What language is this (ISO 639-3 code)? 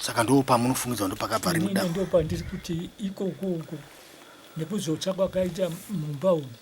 sna